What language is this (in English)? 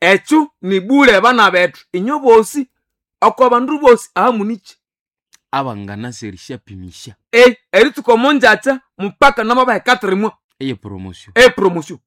Nande